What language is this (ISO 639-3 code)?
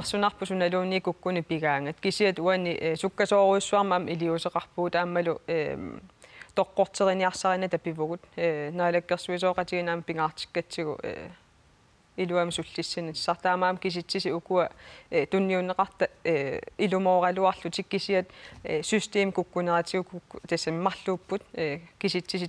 kal